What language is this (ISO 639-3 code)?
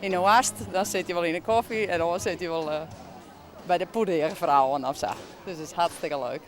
fry